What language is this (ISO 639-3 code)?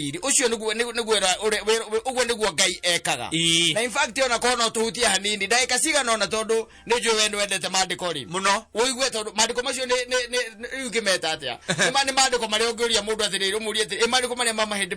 kik